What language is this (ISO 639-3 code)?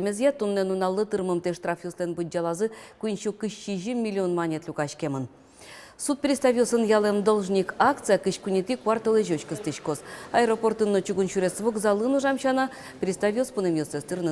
udm